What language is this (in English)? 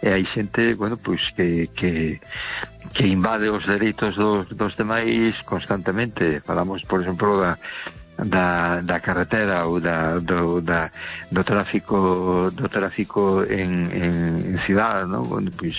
Galician